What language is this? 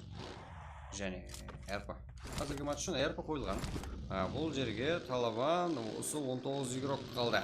Kara-Kalpak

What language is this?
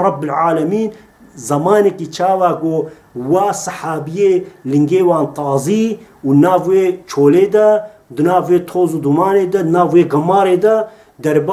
Kurdish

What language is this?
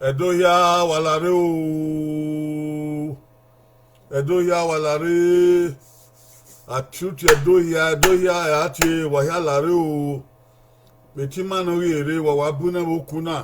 Bini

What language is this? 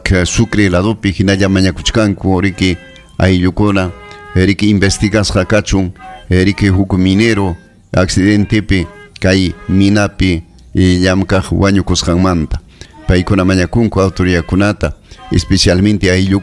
Ayacucho Quechua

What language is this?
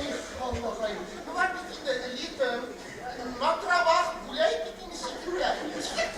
Tatar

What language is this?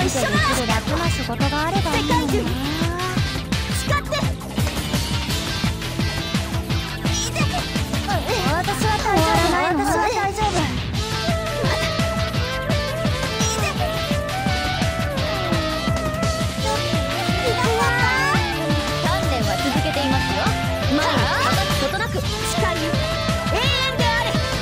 Japanese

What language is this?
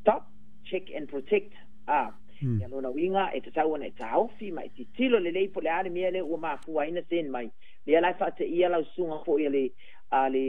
Samoan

